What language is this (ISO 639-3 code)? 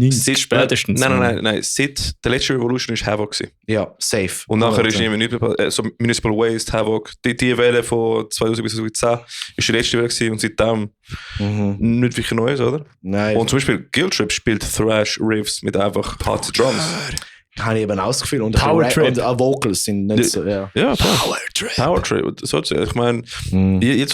gsw